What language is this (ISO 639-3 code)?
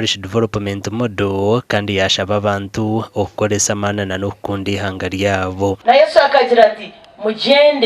nyn